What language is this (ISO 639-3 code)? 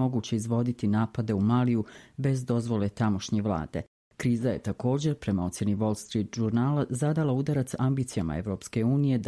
bos